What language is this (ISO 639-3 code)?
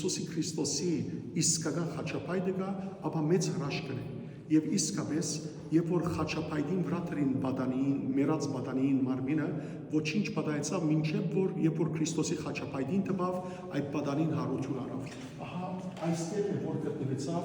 hyw